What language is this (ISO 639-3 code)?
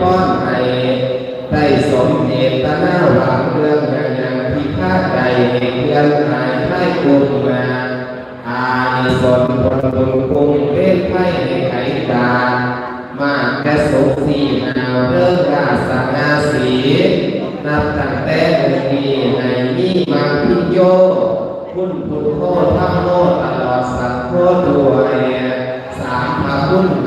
lao